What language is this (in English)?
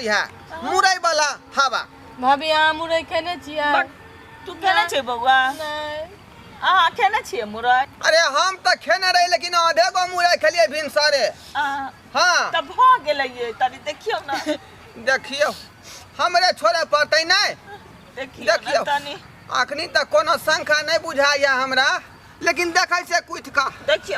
Maithili